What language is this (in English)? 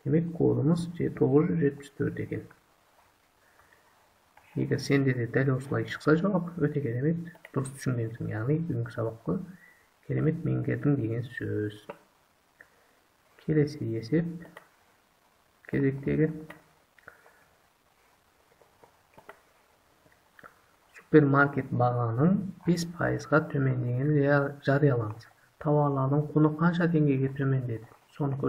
Kazakh